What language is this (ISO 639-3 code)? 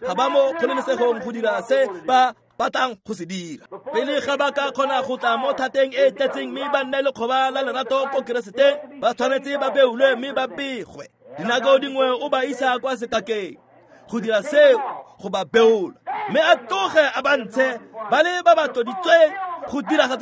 tsn